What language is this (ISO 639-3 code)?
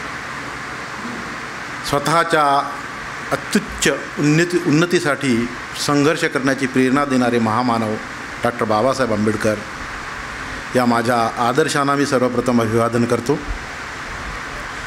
mar